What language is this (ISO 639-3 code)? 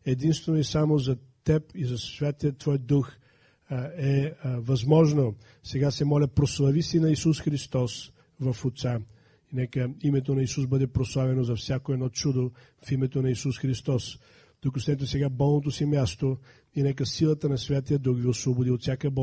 bul